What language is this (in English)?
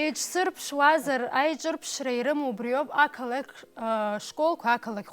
Abkhazian